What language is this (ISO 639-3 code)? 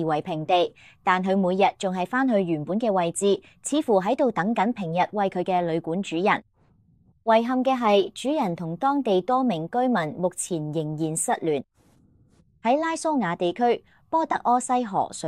yue